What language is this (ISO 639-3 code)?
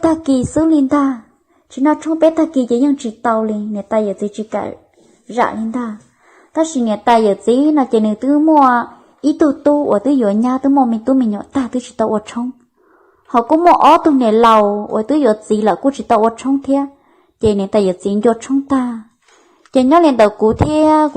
hmn